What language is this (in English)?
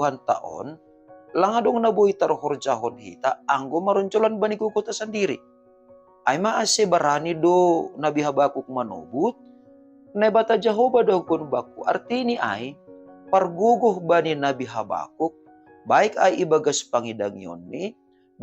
Batak Simalungun